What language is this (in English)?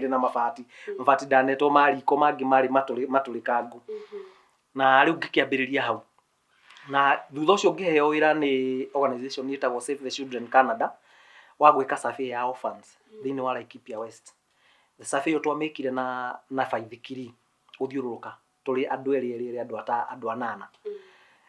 Kikuyu